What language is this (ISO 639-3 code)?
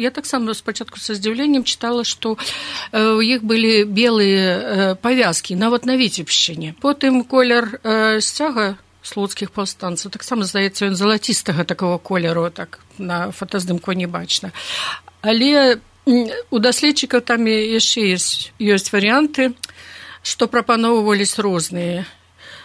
bel